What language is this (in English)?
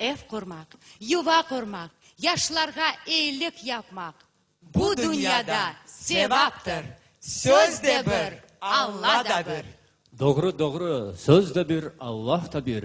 Crimean Tatar